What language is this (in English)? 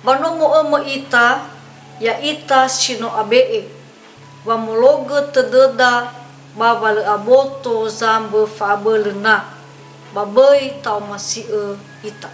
Nias